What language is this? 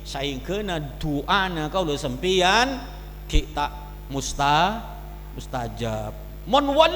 Madurese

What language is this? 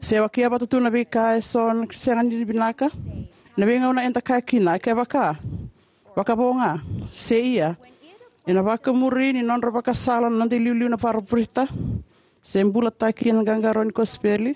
Fijian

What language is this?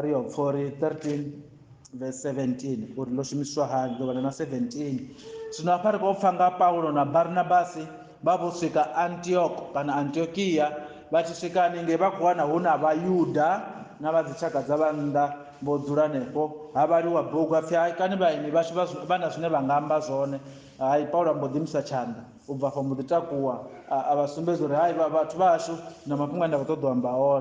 Venda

